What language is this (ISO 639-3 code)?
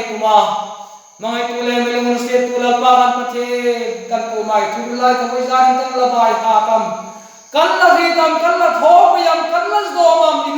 hmr